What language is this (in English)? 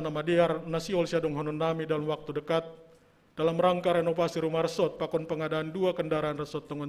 Batak Simalungun